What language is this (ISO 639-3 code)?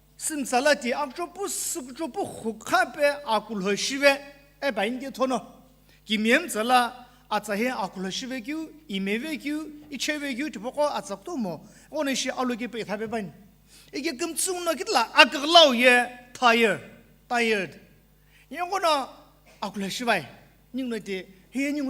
nsm